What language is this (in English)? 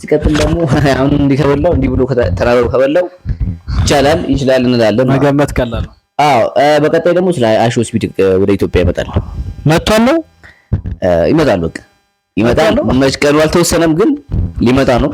Amharic